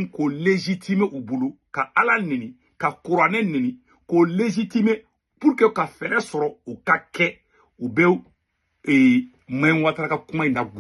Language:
Bambara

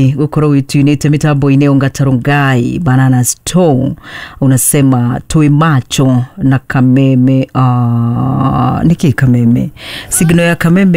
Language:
Kikuyu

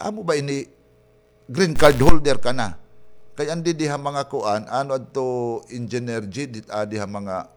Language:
Waray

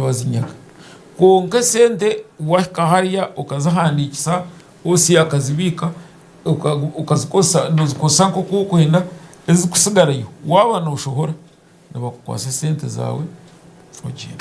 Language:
Nyankole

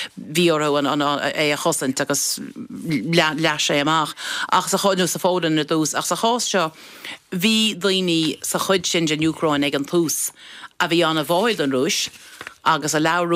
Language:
Irish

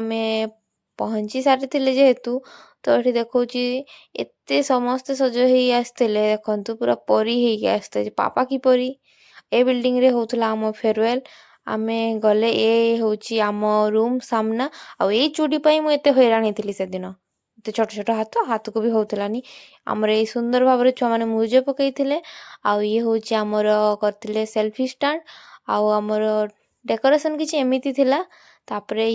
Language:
Odia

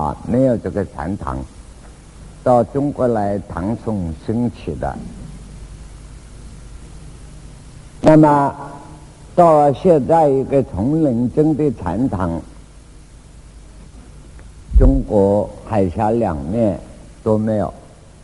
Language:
Chinese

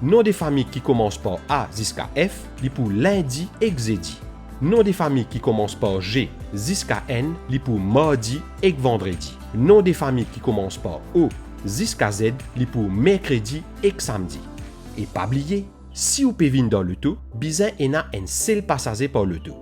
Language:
Morisyen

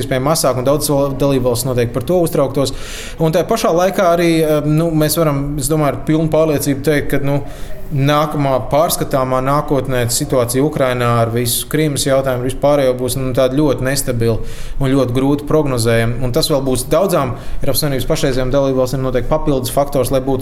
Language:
Latvian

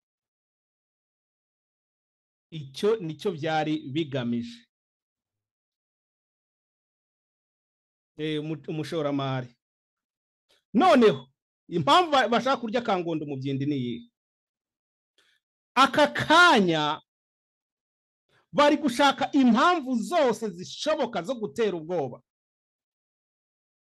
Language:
Kinyarwanda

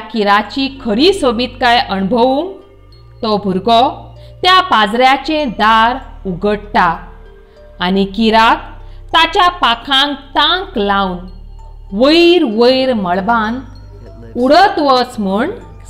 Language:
Konkani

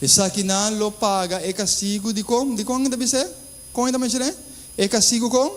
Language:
Papiamento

